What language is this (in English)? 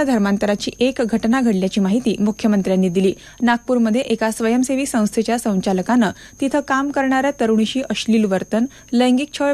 Marathi